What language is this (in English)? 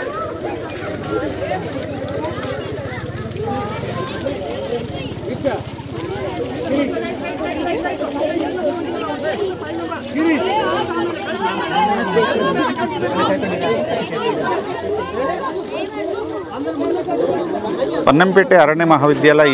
Kannada